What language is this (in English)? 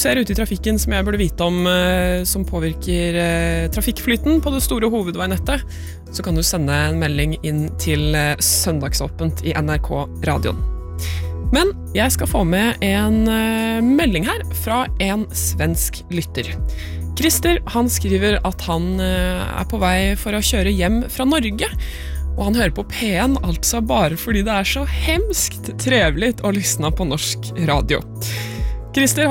Norwegian